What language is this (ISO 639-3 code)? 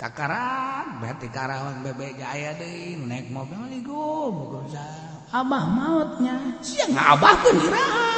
sun